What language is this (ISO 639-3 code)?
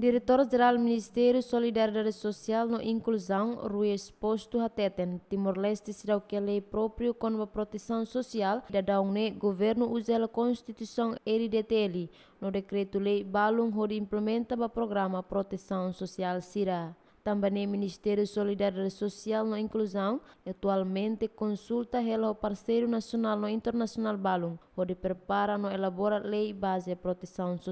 tet